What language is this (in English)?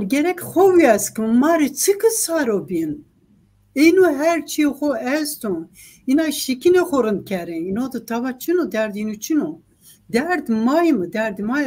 Zaza